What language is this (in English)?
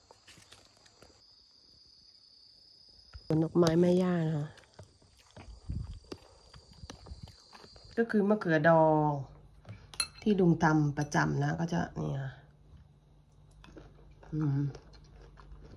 Thai